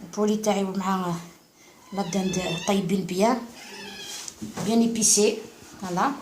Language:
Algerian Arabic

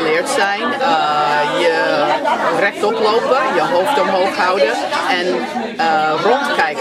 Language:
Dutch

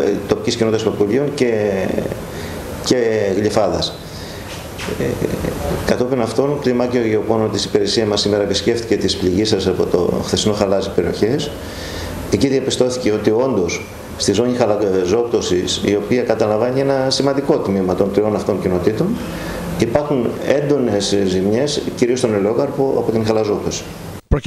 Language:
Greek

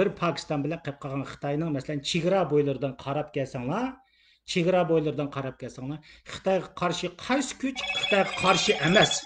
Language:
Uyghur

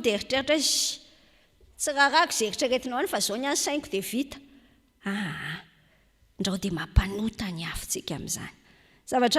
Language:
Malagasy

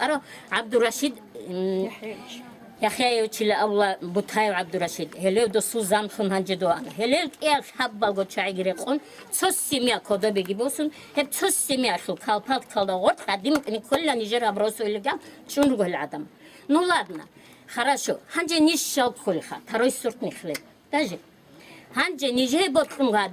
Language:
Avaric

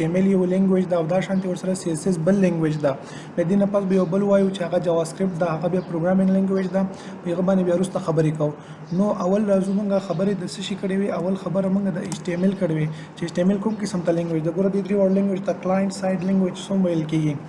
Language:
Pashto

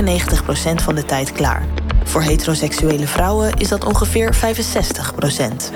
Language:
Dutch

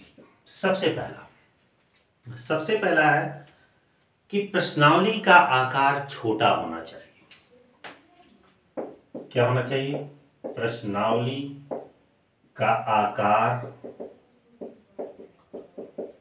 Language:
Hindi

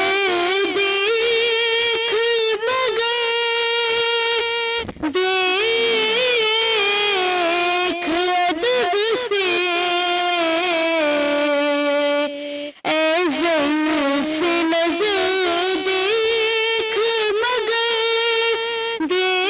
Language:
Urdu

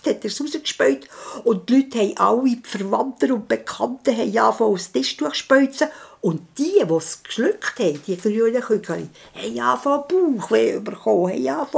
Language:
Swiss German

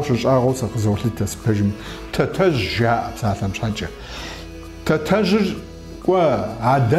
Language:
Kabardian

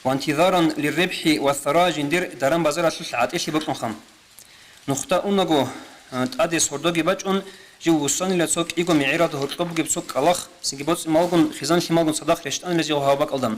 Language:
Avaric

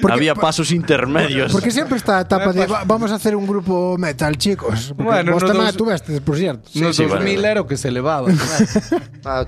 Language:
Galician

